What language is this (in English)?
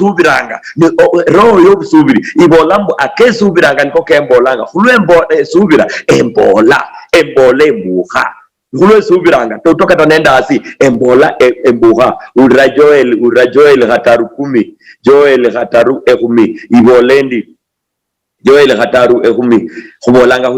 Luyia